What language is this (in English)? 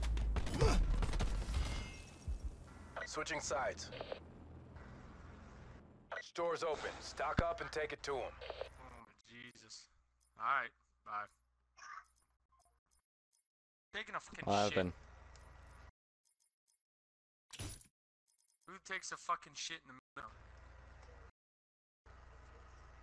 English